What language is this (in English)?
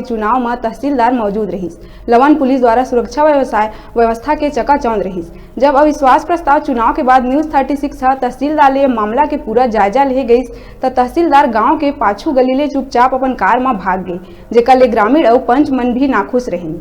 Chhattisgarhi